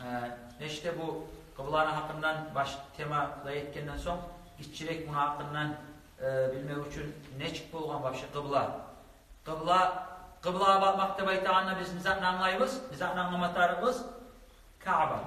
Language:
Kumyk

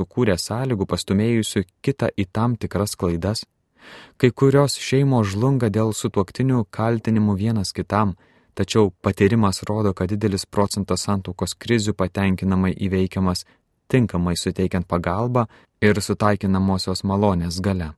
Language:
Lithuanian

